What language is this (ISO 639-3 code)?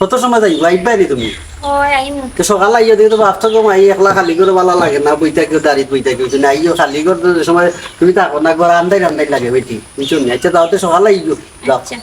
syl